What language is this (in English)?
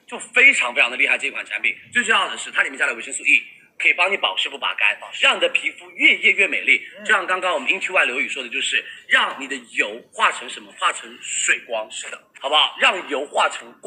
Chinese